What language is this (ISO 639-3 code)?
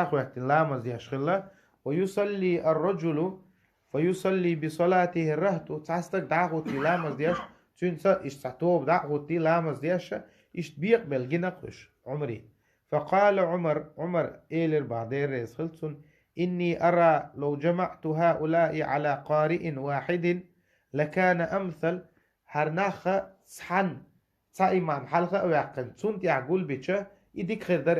che